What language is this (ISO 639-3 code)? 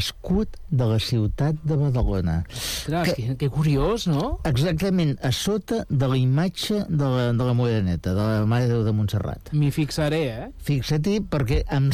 cat